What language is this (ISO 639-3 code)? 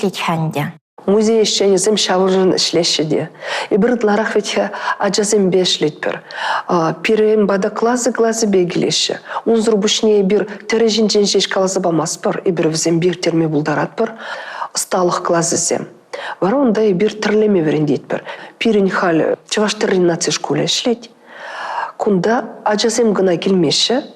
chv